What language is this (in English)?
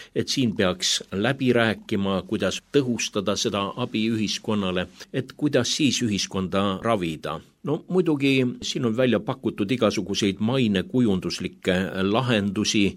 Estonian